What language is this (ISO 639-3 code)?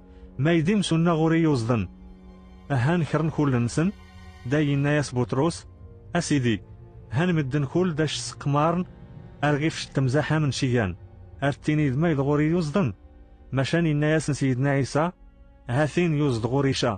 kab